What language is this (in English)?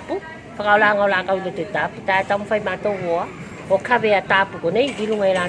Tuvalu